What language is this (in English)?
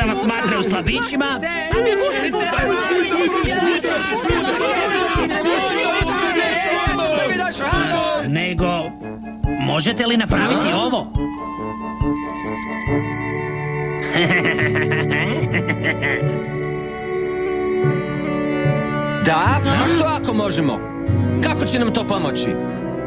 Croatian